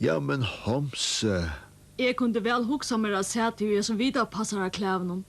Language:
Faroese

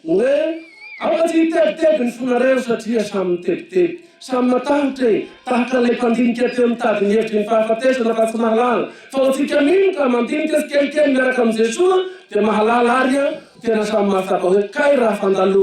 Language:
Malagasy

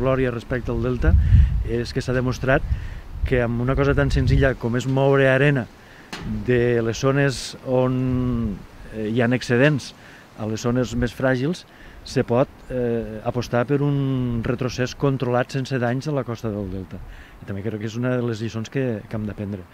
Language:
Catalan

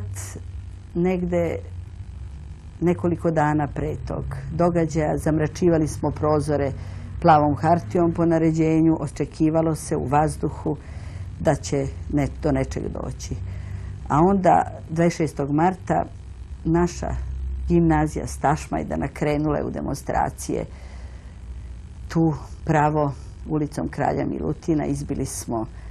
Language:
Serbian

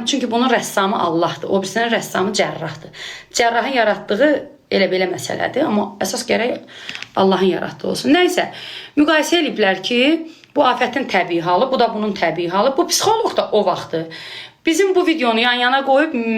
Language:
Azerbaijani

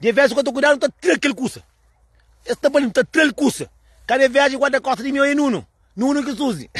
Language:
Kabuverdianu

